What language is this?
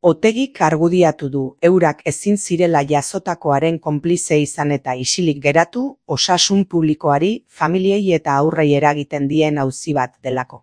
Basque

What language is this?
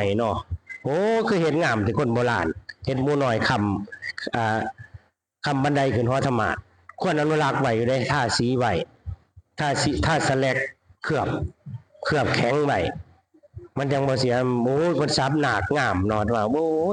Northeastern Thai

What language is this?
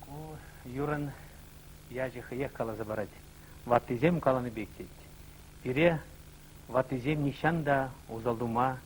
Chuvash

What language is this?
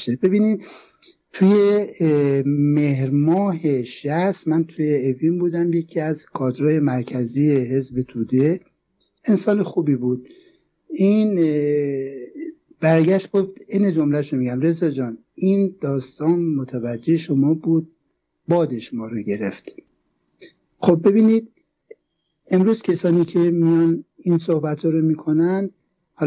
Persian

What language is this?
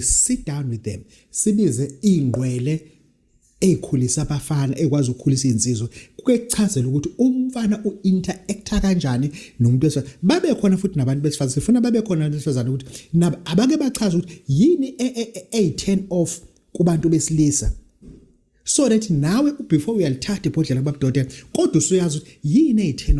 Zulu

